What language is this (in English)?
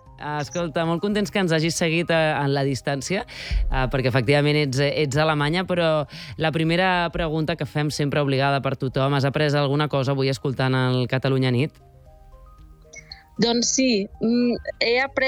Catalan